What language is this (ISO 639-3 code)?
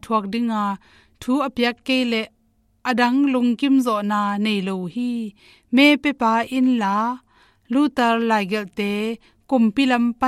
ctd